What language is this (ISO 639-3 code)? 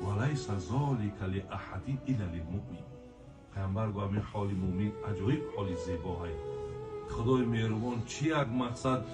tgk